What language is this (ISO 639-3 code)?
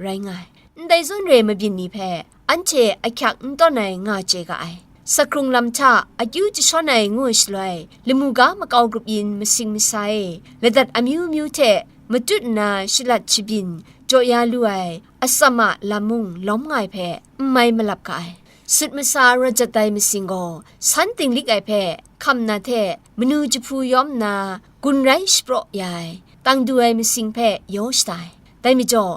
kac